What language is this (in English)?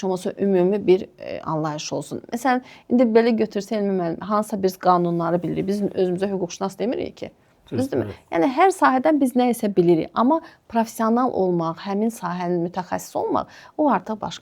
Azerbaijani